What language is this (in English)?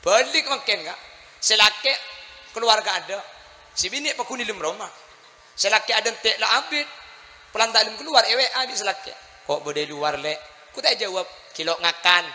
Madurese